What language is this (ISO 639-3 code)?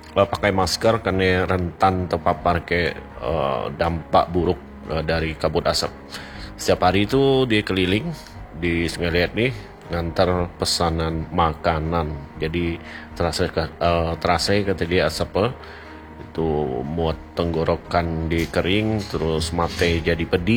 ind